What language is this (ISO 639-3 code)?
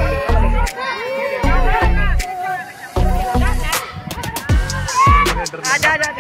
hin